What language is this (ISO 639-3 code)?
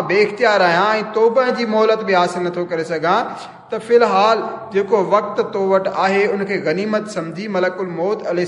snd